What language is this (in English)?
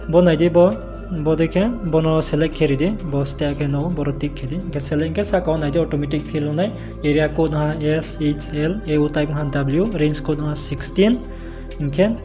Riang (India)